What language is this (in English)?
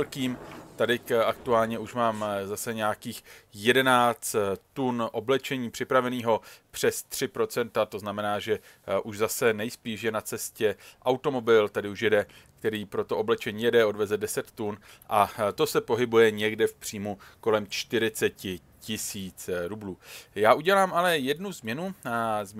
Czech